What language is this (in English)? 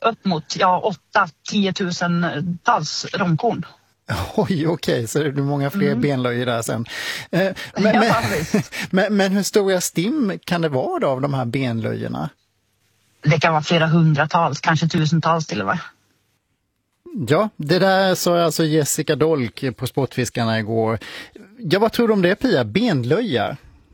Swedish